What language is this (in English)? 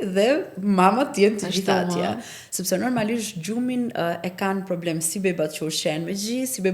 Albanian